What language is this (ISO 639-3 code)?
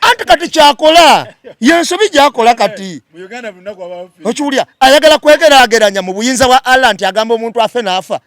lug